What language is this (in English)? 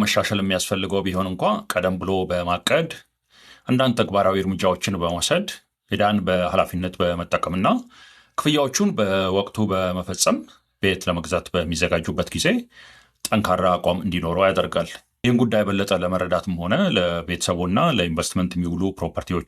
Amharic